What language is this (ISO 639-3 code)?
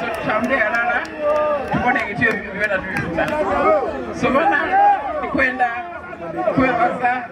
xog